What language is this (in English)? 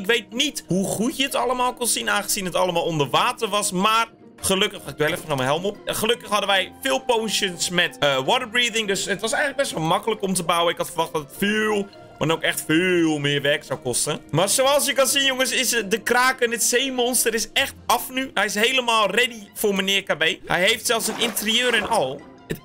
Dutch